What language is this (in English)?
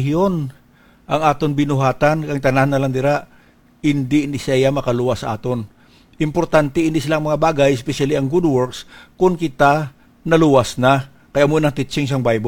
Hiligaynon